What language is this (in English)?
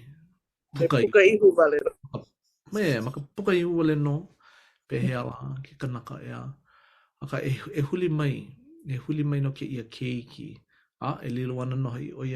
Hawaiian